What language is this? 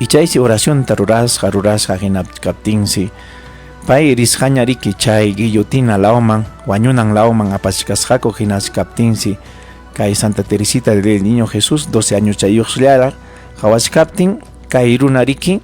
Ayacucho Quechua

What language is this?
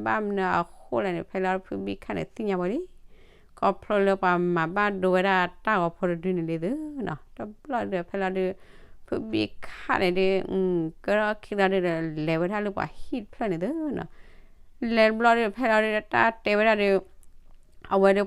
S'gaw Karen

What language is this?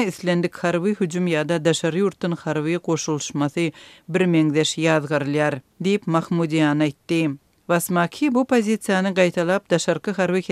Turkmen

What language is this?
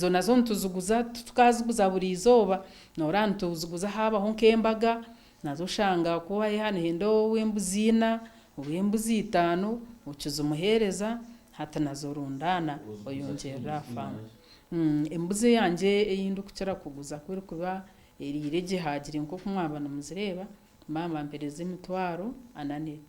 Nyankole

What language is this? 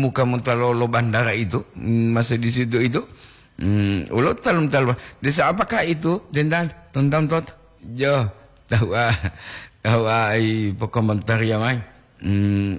Gorontalo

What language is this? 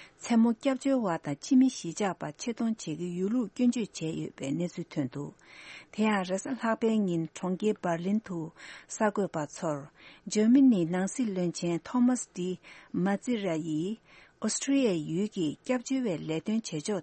Tibetan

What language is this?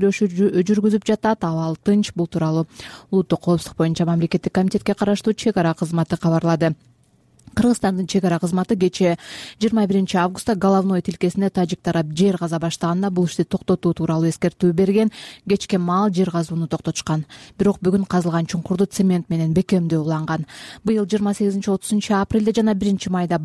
Kyrgyz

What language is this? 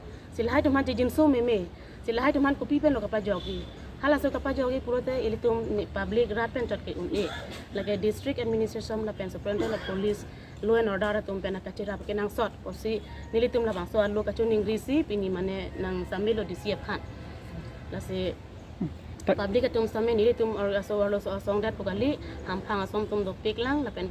Karbi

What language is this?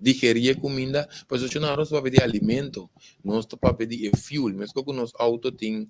Papiamento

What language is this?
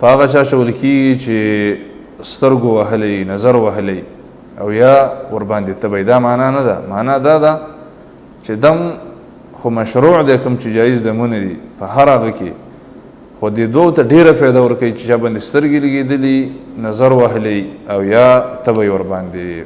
Pashto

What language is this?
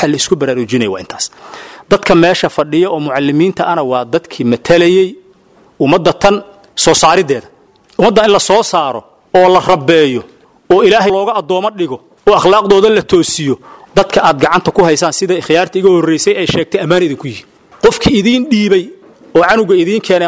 Somali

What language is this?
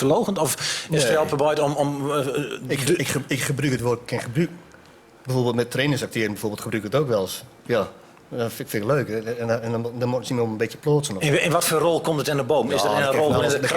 Gronings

